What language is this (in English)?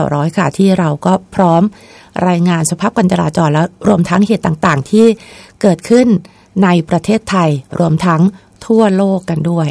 Thai